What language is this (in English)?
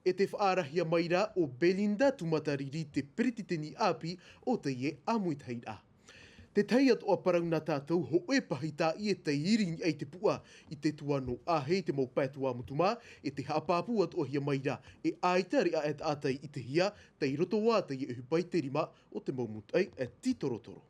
Tahitian